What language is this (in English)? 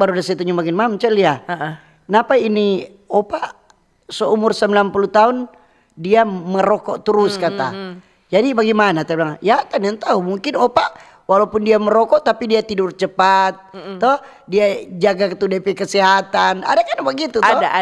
Manado Malay